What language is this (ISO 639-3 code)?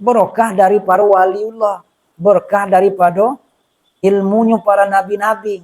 min